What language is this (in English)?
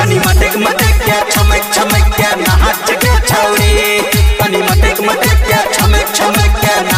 Bhojpuri